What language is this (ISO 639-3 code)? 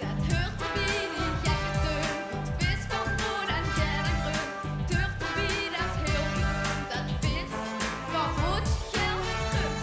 lim